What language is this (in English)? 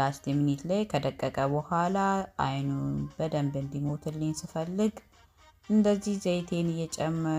Amharic